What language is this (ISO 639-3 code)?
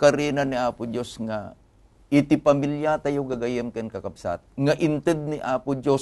ilo